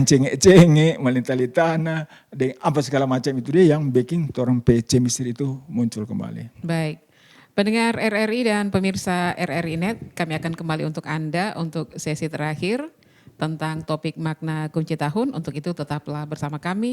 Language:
Manado Malay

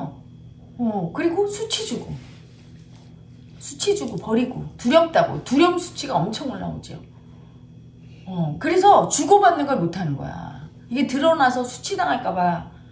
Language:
Korean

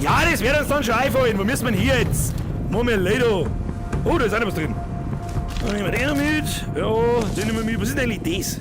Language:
Bavarian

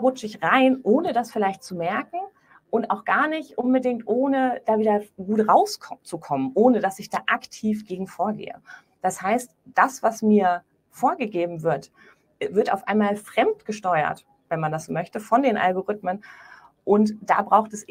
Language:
German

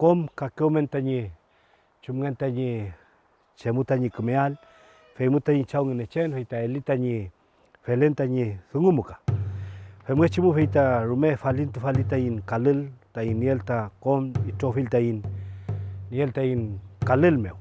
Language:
Mapuche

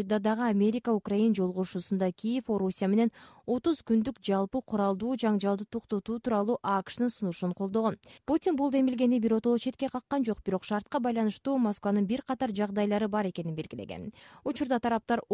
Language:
Kyrgyz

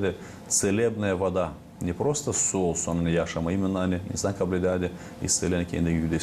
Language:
Gagauz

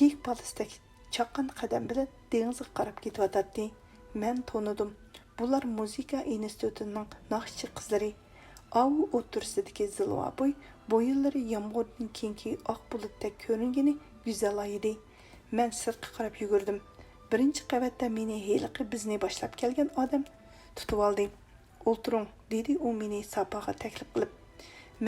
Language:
Uyghur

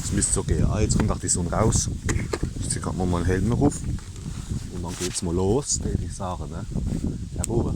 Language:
Palatine German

